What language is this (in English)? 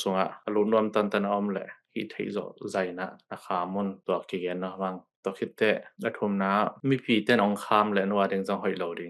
Tedim Chin